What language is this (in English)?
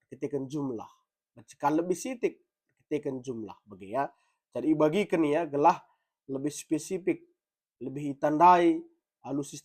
Batak Karo